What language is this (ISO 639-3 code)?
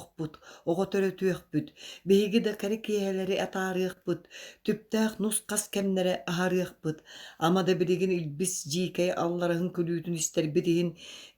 sah